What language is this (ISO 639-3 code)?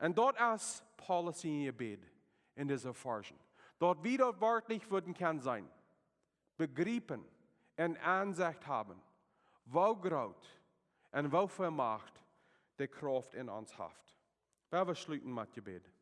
pdt